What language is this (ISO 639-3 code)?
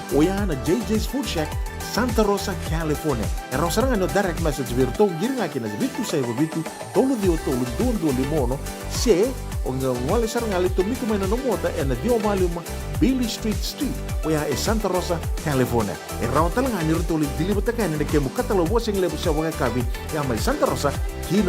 fij